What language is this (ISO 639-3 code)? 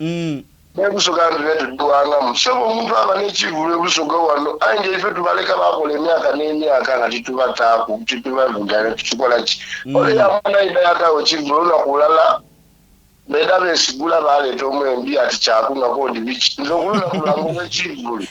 xog